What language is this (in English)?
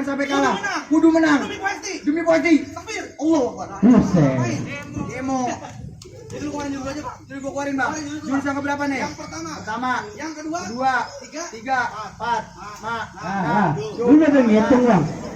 Betawi